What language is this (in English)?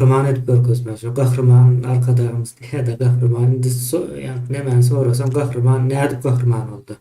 Turkmen